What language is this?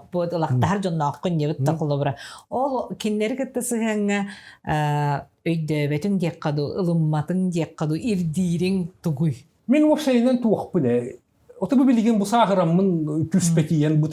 Yakut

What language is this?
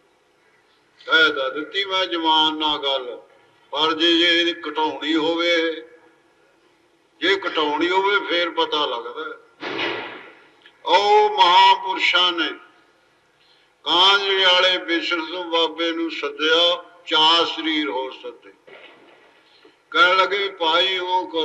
Punjabi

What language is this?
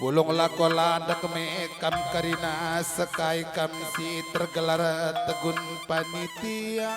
Batak Karo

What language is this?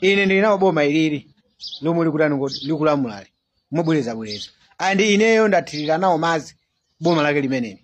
Nyanja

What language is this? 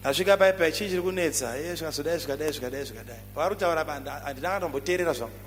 Shona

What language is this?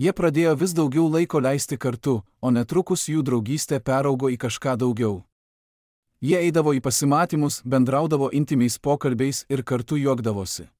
Lithuanian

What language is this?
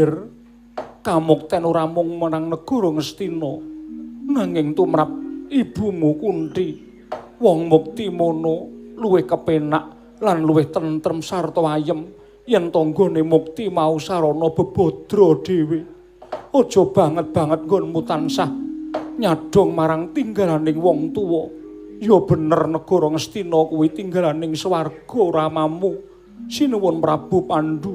Javanese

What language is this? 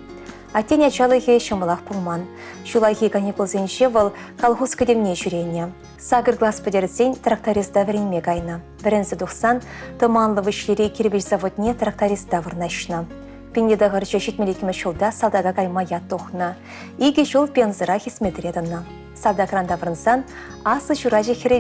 Chuvash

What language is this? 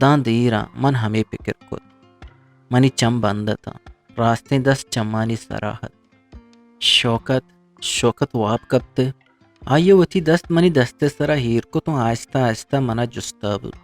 Eastern Balochi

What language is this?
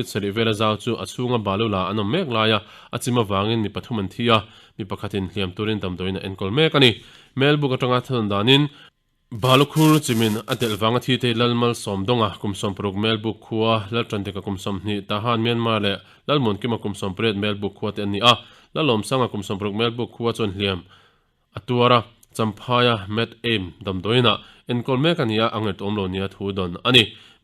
Mizo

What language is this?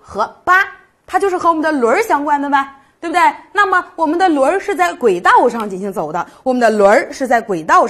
Chinese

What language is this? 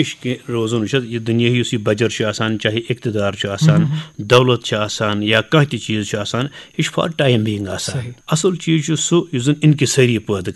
Kashmiri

